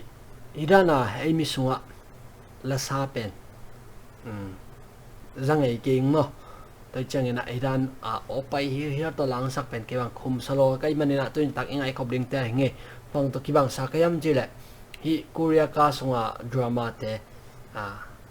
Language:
Tedim Chin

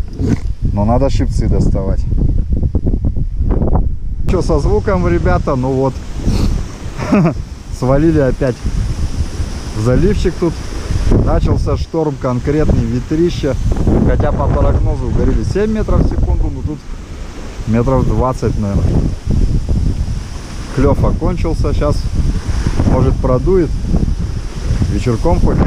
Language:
Russian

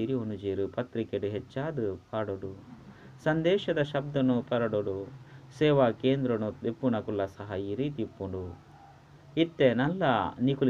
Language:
Tulu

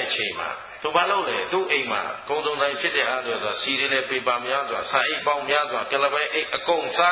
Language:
Burmese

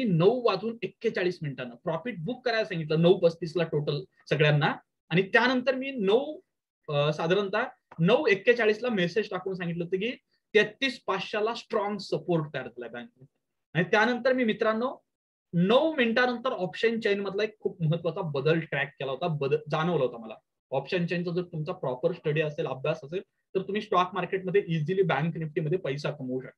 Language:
Marathi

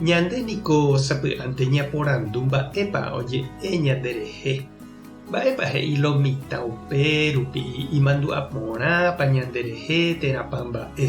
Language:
Guarani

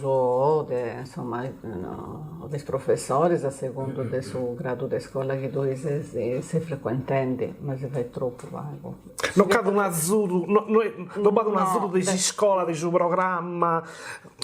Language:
Sardinian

